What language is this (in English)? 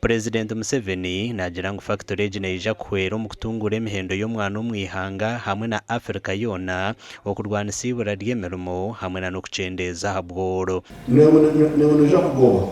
Nyankole